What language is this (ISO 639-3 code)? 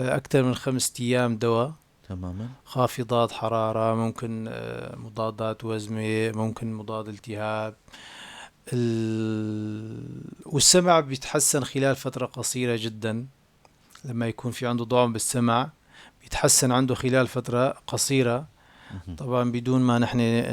apc